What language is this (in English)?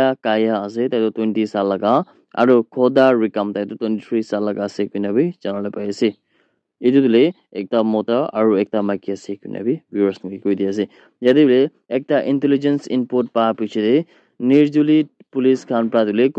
Naga Pidgin